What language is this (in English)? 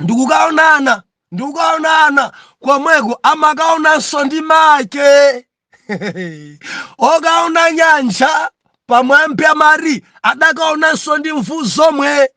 Nyanja